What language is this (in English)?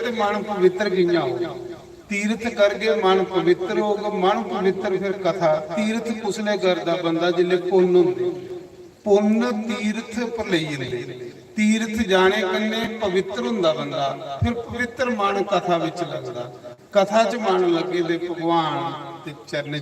Dogri